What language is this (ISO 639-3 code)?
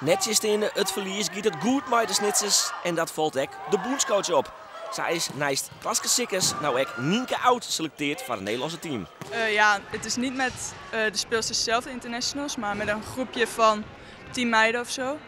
fry